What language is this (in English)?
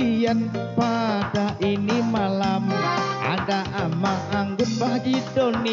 Banjar